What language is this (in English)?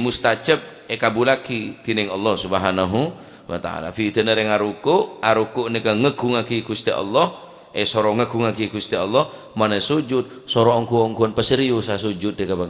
Madurese